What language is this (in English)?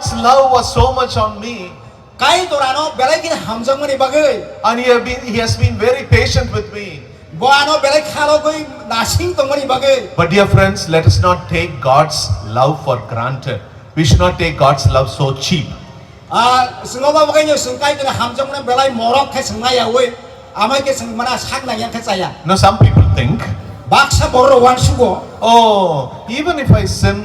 Kok Borok